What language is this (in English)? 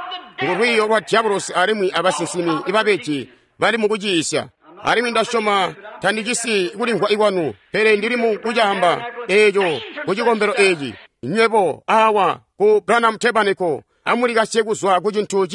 Tonga (Zambia)